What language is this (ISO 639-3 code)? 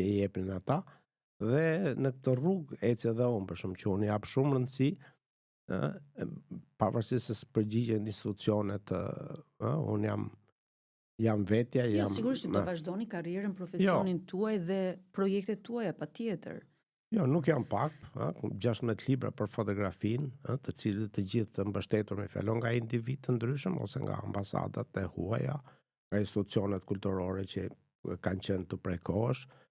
sqi